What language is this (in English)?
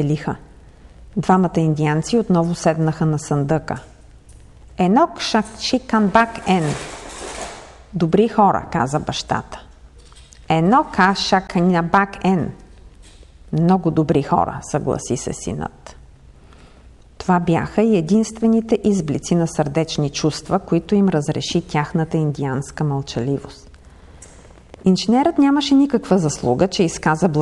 Bulgarian